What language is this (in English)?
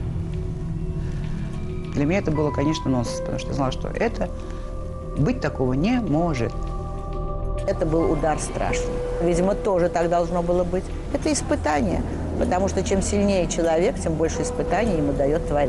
Russian